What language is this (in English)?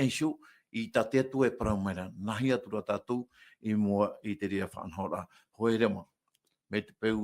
Tahitian